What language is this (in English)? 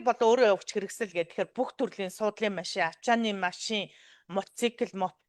Mongolian